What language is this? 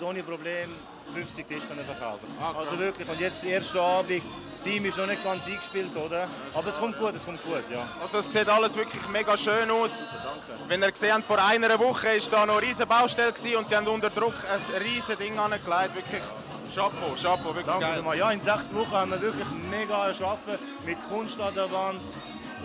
Swiss German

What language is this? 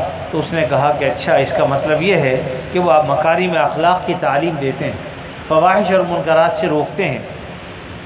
Urdu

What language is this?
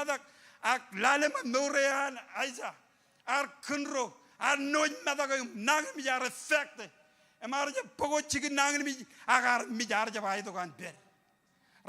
Marshallese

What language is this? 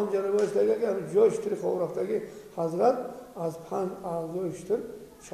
Tajik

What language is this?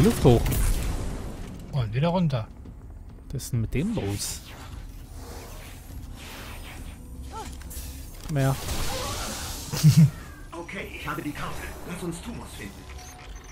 German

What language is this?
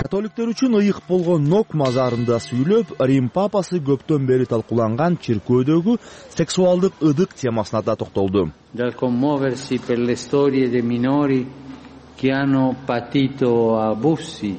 Kyrgyz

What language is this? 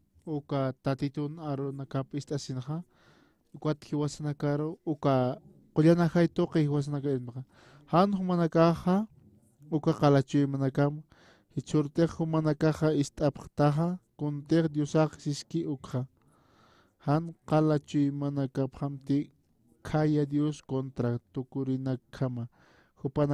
Aymara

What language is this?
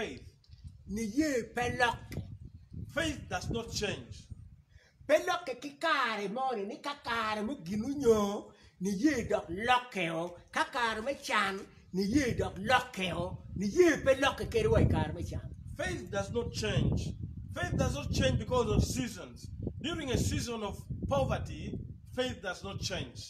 Acoli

